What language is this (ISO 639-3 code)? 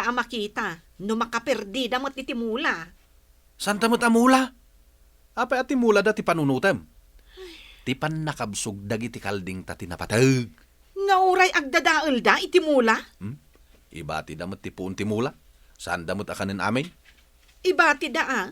ilo